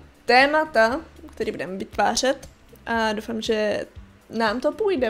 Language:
Czech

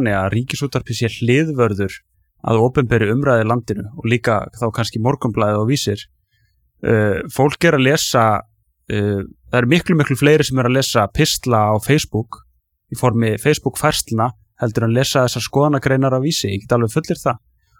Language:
Icelandic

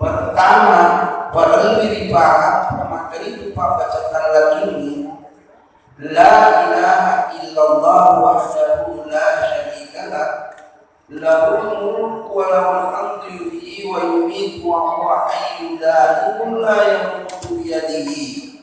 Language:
Buginese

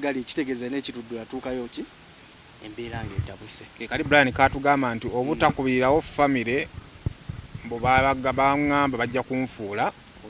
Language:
Ganda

